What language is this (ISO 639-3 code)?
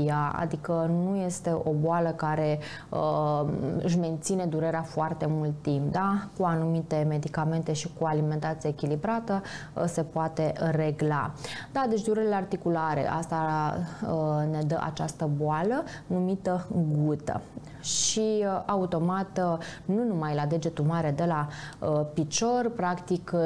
ron